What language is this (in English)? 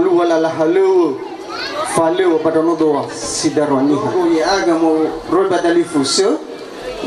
Nias